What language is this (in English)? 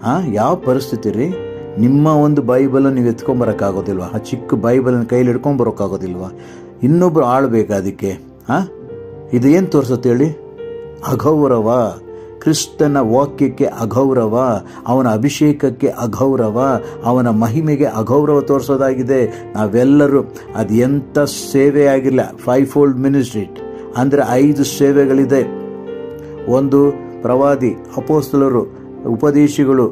Kannada